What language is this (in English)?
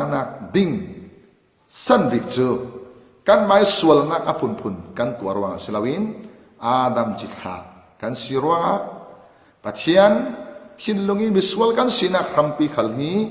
Falam Chin